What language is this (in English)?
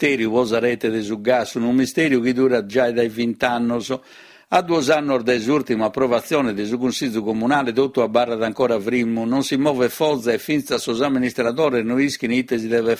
Sardinian